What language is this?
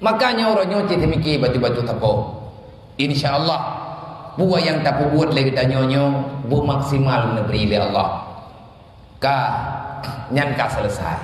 Achinese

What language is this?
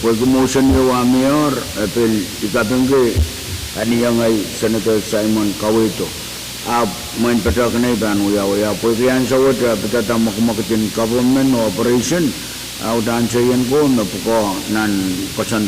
Pohnpeian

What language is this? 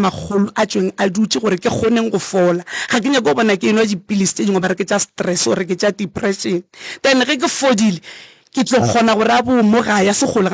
Northern Sotho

